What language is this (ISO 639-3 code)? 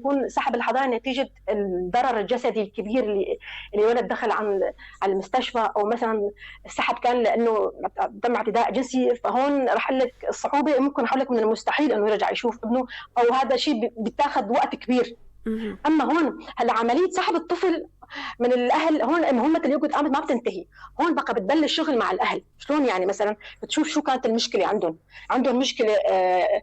apc